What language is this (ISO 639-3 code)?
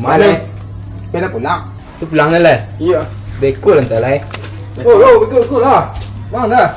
min